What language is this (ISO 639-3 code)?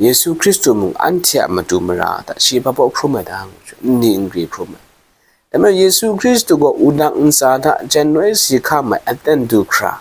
kac